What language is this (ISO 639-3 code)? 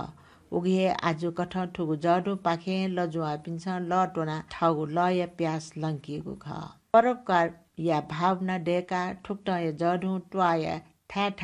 new